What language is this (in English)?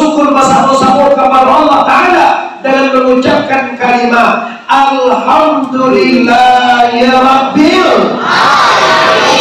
Minangkabau